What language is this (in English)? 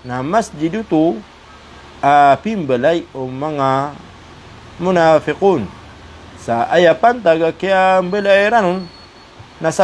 Maranao